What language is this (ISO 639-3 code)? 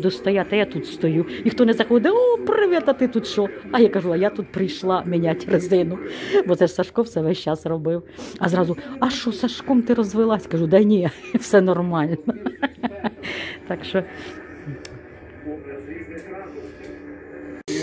ukr